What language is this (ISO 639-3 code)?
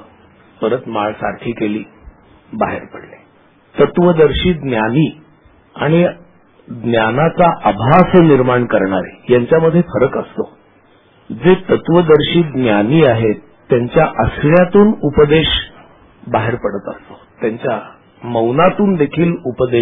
mar